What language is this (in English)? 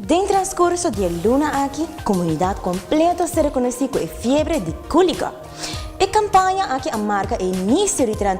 Papiamento